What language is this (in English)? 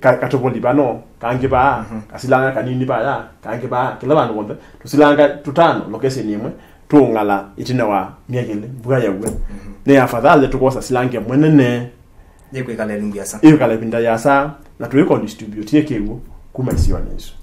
Kamba